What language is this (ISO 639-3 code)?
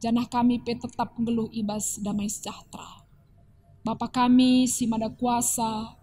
btx